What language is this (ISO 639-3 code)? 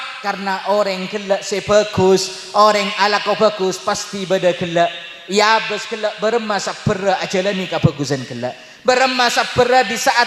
mad